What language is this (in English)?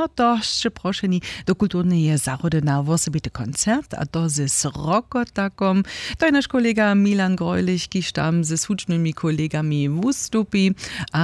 Upper Sorbian